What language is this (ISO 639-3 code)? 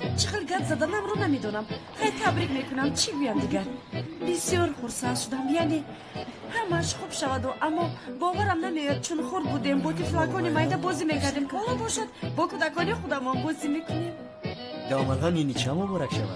tgk